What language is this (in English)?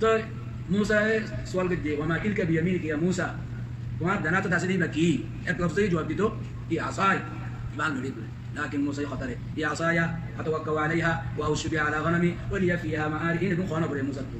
Rohingya